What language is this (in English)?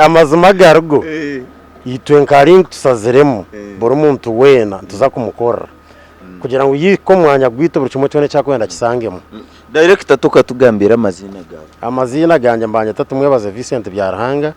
Nyankole